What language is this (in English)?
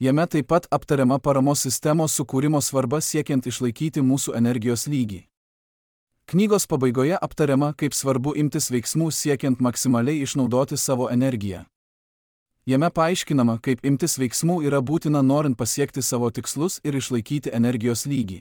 Lithuanian